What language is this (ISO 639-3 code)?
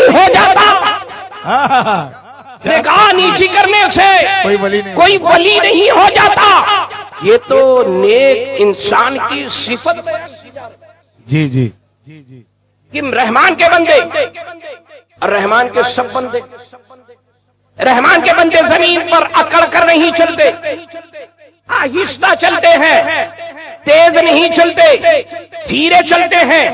urd